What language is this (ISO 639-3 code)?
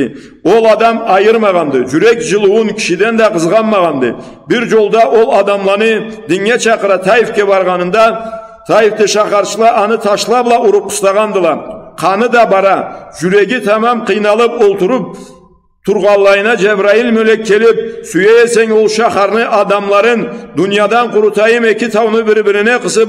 krc